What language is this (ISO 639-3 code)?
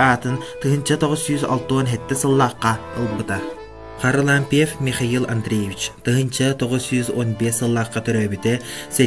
sah